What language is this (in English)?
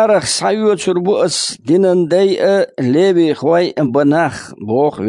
Chechen